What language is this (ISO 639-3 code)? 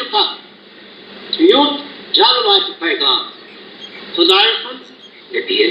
kas